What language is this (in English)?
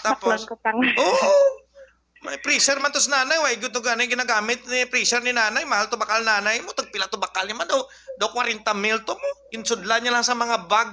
Hiligaynon